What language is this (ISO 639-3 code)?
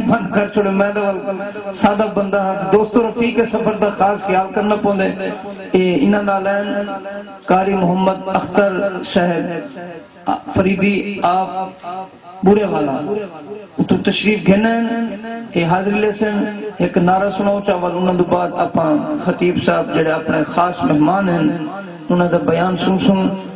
skr